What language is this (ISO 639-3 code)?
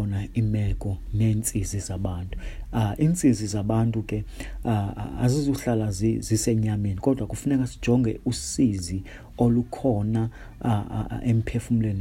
xho